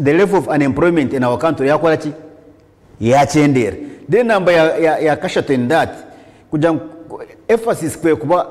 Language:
Nyankole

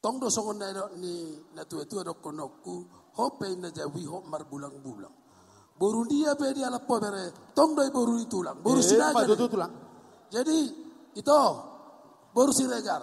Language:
Batak Toba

